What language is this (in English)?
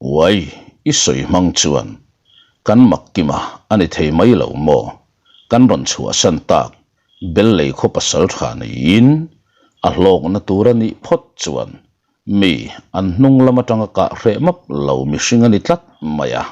Mizo